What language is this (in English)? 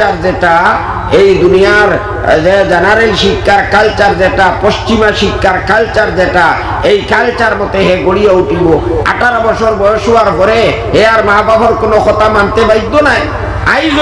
Sylheti